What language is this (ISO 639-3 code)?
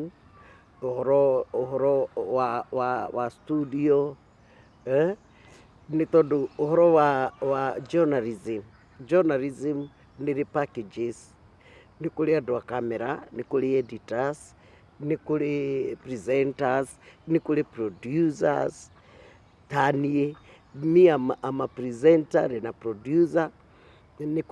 kik